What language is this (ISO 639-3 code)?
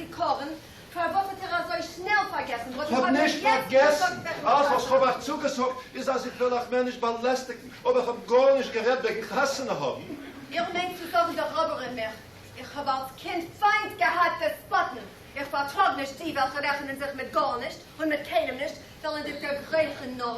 yid